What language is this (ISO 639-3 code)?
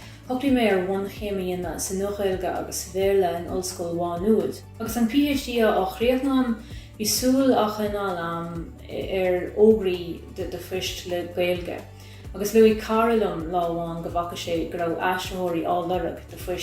gle